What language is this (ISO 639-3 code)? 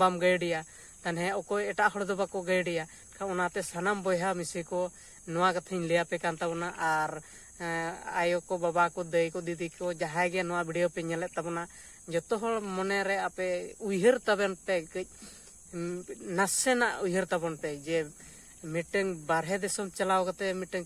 sat